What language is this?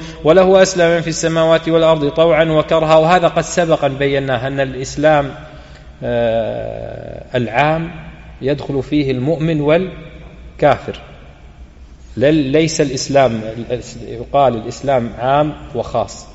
Arabic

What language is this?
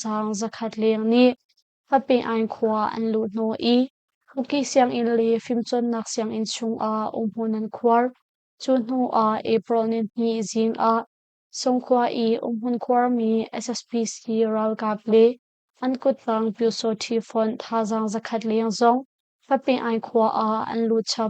Hakha Chin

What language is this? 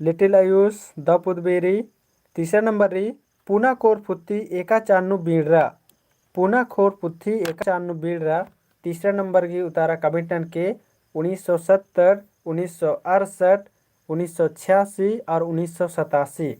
Kurukh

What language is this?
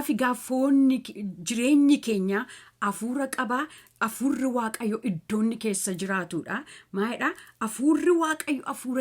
Oromo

